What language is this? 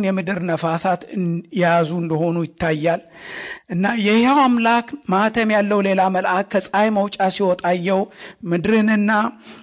Amharic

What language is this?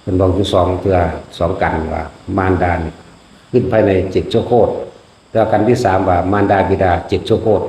Northeastern Thai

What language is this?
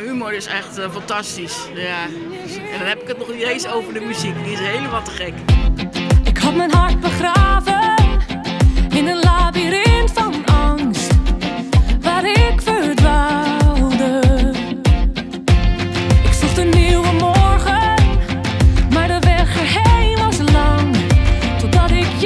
Dutch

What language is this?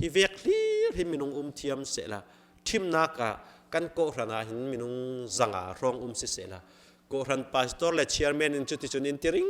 Falam Chin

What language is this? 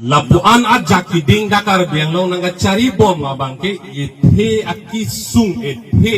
Karbi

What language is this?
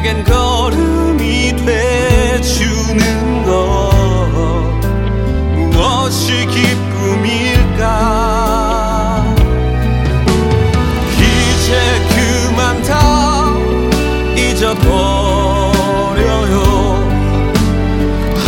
Korean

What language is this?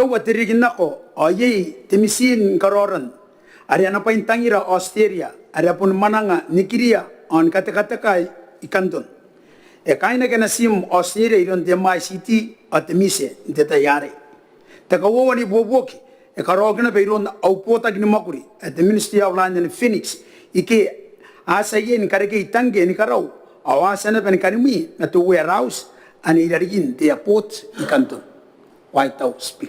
Gilbertese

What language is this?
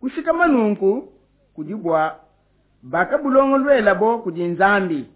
Luba-Lulua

